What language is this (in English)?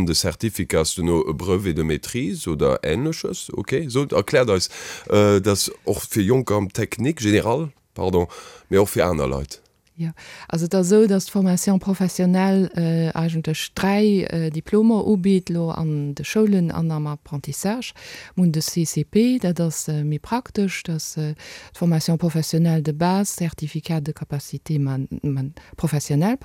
Luxembourgish